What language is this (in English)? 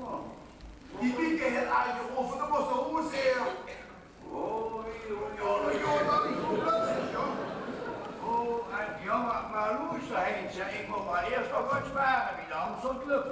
Limburgish